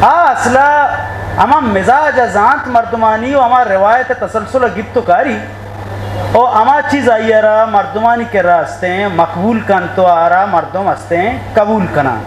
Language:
Eastern Balochi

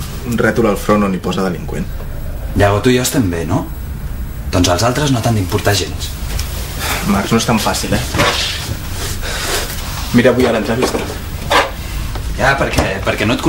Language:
Catalan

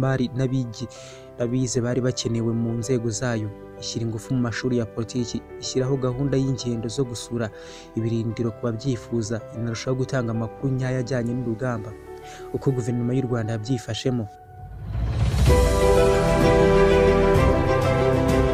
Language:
Kinyarwanda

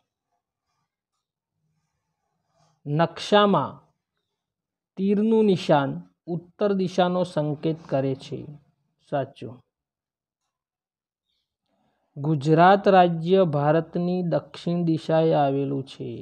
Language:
Gujarati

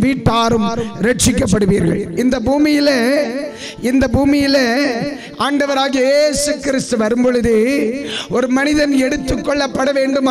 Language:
Tamil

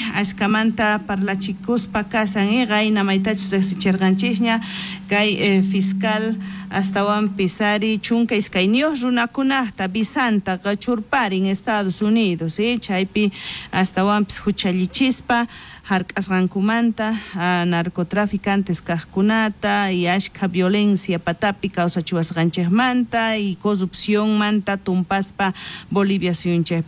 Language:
South Bolivian Quechua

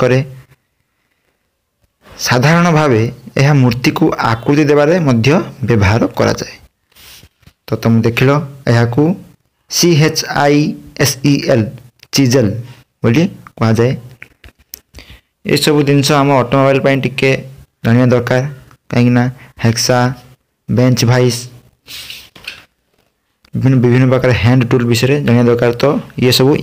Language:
Odia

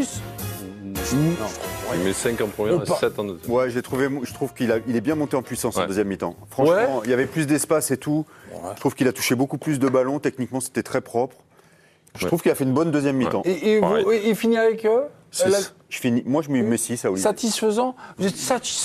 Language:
French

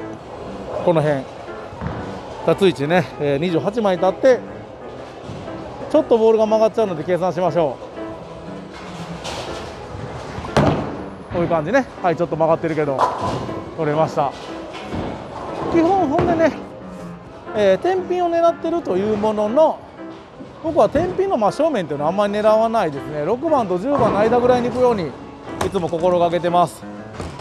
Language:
Japanese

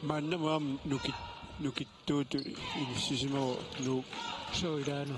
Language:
Kalaallisut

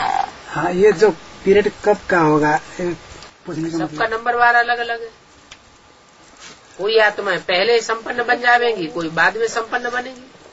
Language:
Hindi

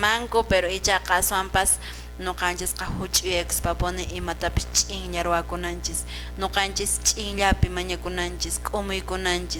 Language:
Quechua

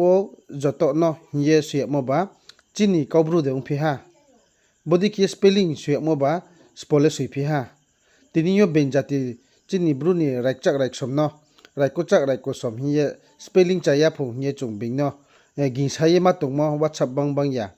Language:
Riang (India)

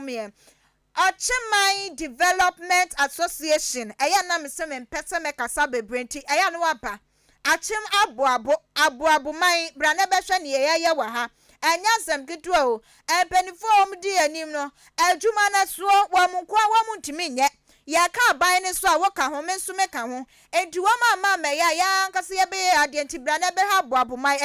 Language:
Akan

